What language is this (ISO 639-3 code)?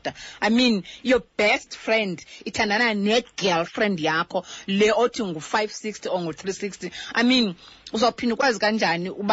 xho